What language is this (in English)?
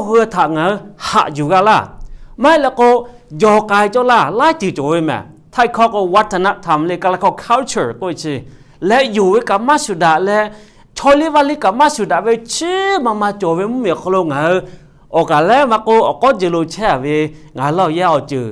Lahu